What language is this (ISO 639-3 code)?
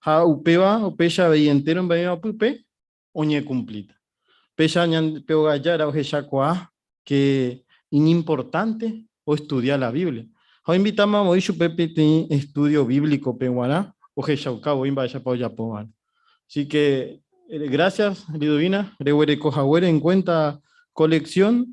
grn